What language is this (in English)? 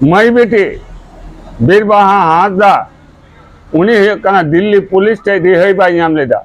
Santali